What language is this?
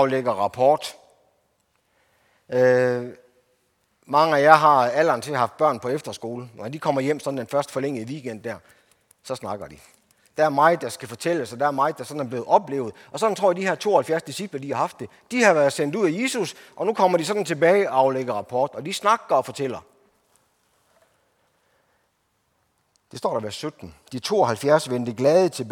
Danish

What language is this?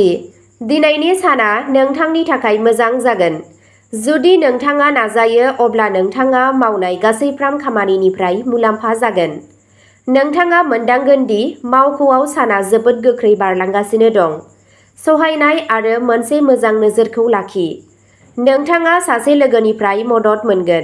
Bodo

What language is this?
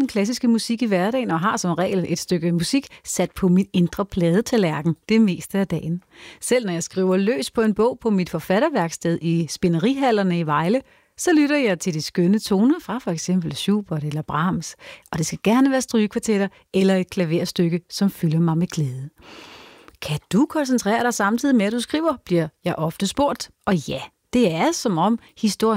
Danish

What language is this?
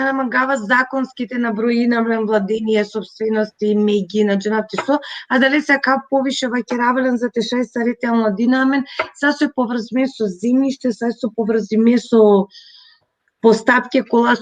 Balkan Romani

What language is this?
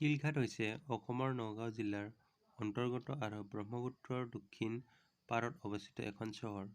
Assamese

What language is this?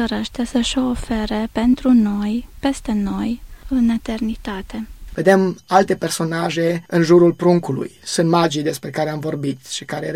Romanian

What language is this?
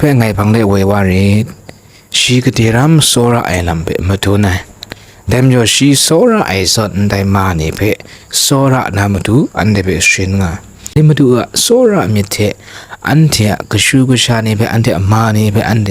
Kachin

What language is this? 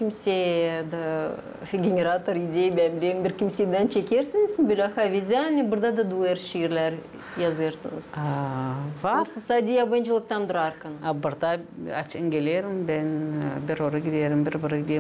Gagauz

